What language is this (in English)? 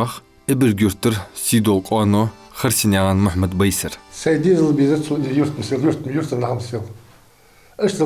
Ingush